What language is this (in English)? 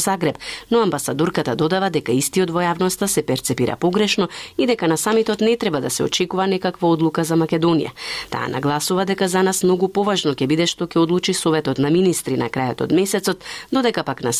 Macedonian